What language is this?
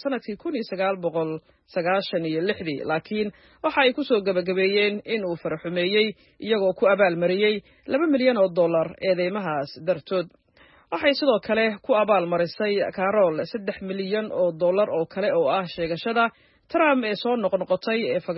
Somali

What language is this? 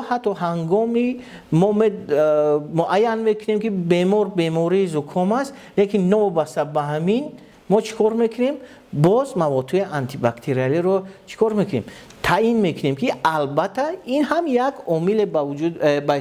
Tajik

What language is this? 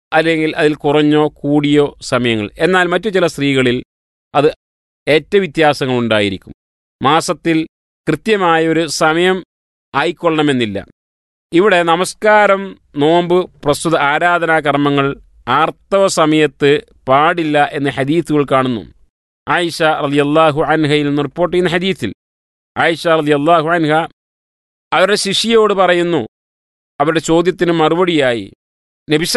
Malayalam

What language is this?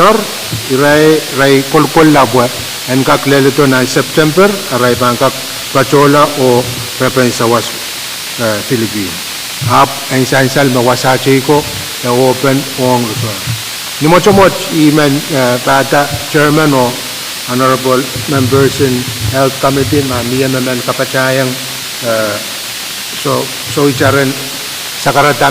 Pohnpeian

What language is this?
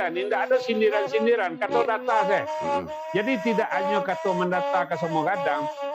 Minangkabau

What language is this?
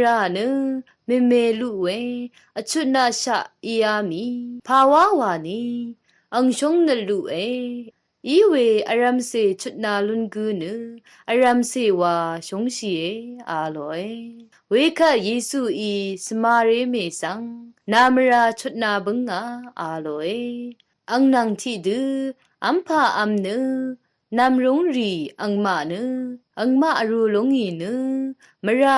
Rawang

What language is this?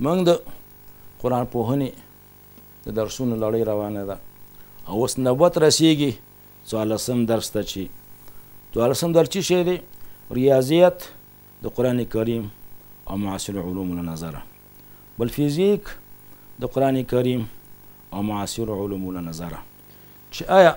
Pashto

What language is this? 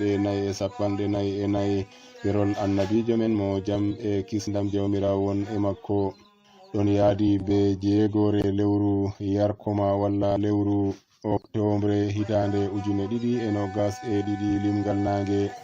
Nigerian Fulfulde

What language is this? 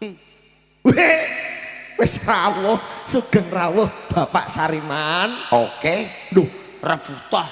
Javanese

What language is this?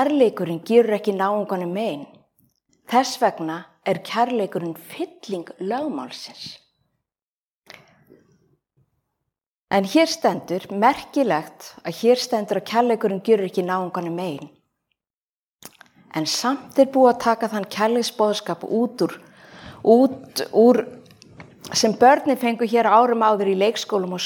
Icelandic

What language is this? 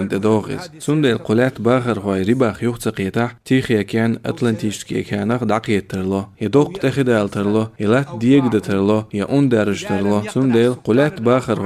Chechen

